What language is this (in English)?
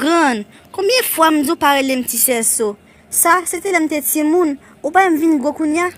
Haitian Creole